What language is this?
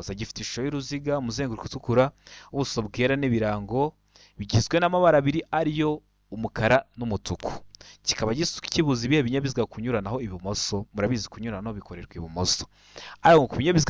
Kinyarwanda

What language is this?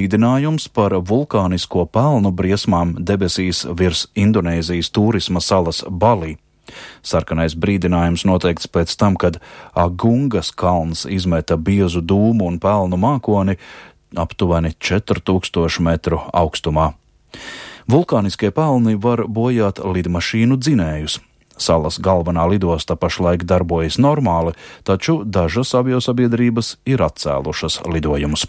Latvian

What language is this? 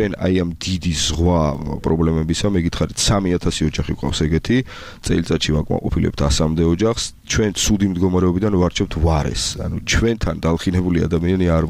Georgian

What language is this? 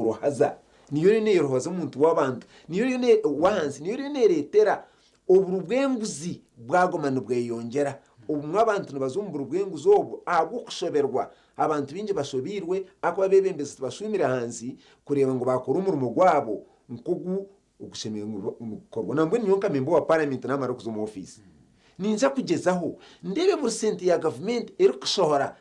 Nyankole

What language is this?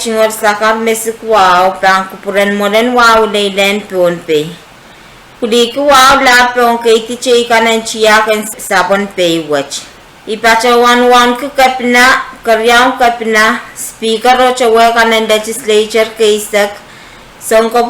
Pohnpeian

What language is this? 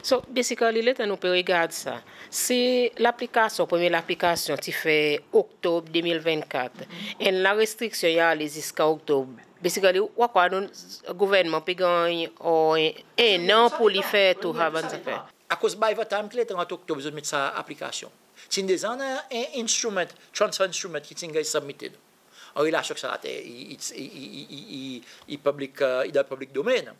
Seselwa Creole French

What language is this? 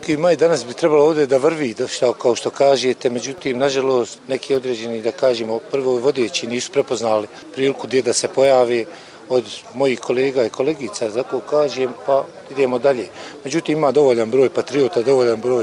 Croatian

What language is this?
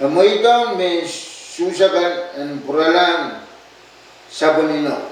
Pohnpeian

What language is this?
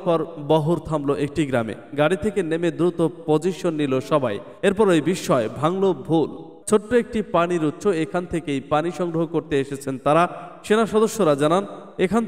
Bangla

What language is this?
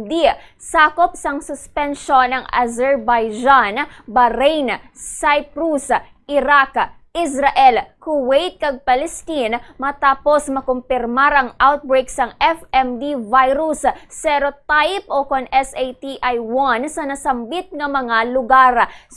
Hiligaynon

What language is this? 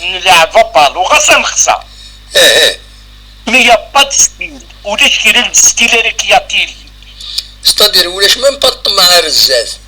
Algerian Arabic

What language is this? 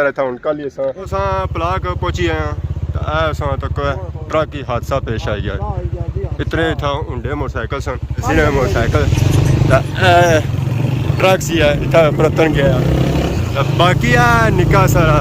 Pahari-Potwari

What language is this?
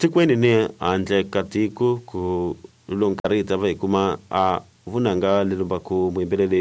Tsonga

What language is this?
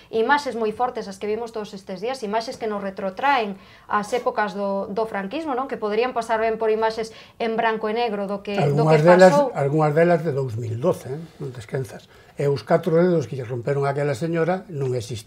Galician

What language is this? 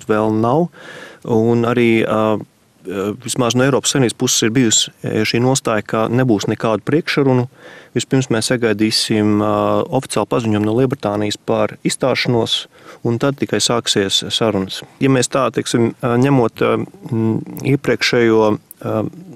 Latvian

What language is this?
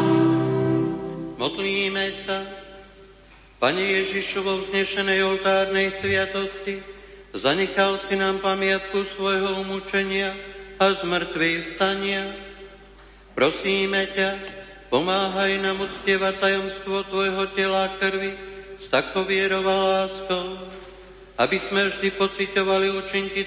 Slovak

